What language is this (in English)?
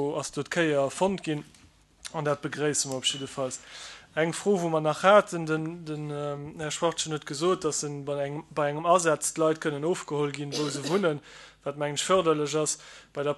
Luxembourgish